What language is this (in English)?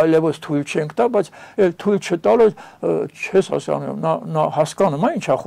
Armenian